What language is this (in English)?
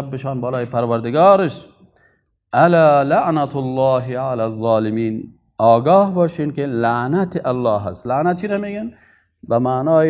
Persian